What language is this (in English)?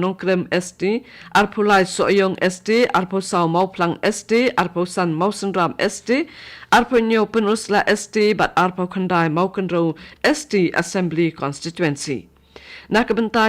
Khasi